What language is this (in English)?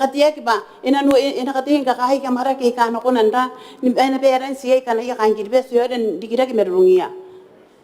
Gilbertese